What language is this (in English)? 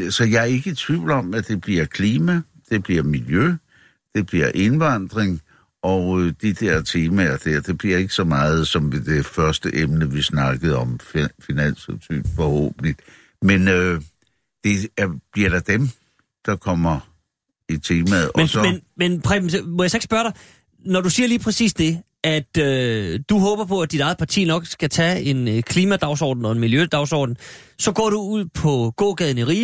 Danish